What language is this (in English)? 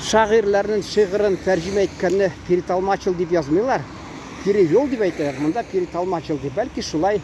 Tatar